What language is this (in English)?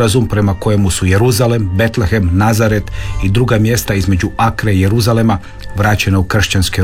Croatian